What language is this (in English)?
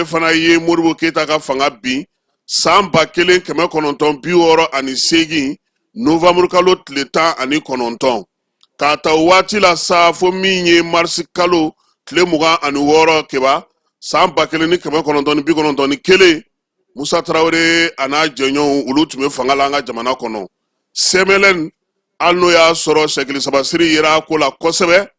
Bambara